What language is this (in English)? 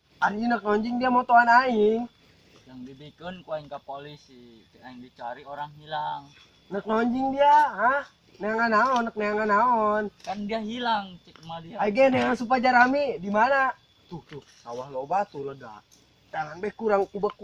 Sundanese